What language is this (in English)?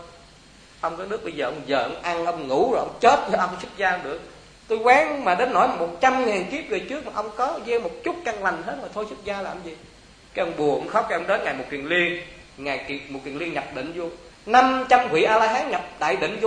Vietnamese